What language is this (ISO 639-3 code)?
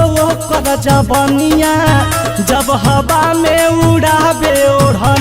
mag